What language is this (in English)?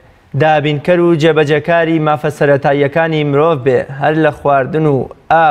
Central Kurdish